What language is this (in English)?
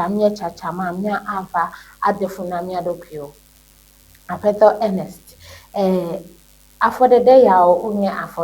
Ewe